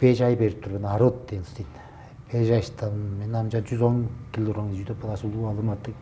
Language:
Tuvinian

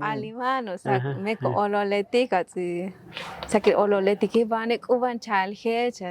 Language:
Tzotzil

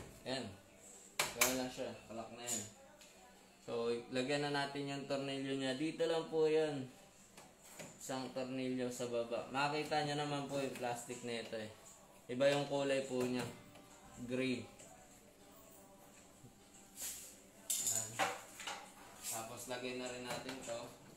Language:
Filipino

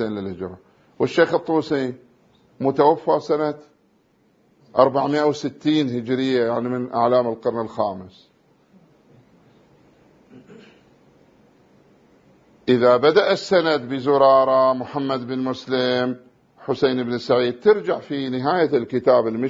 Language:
Arabic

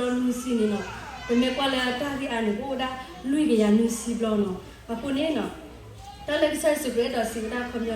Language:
S'gaw Karen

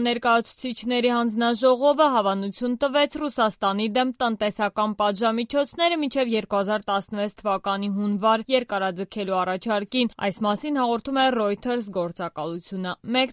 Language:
Armenian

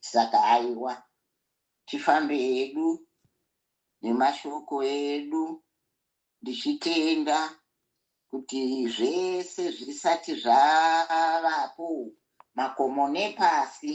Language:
Shona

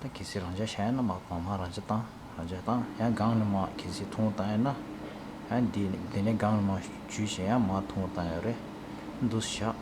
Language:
Tibetan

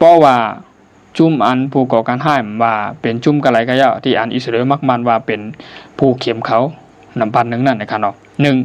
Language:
Shan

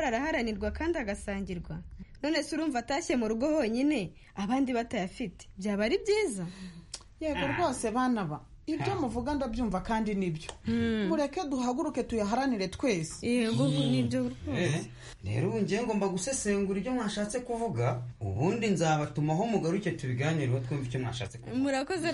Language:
Kinyarwanda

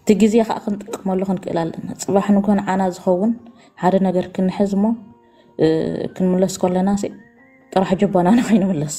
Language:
Tigrinya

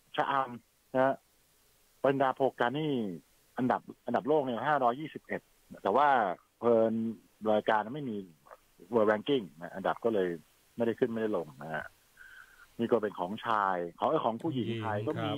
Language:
Thai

